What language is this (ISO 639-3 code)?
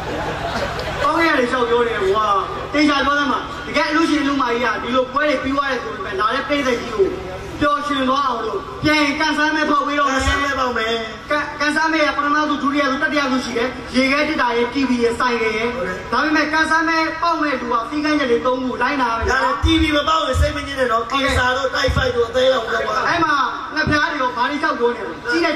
mya